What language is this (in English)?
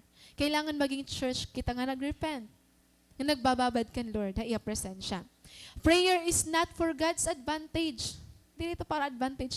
Waray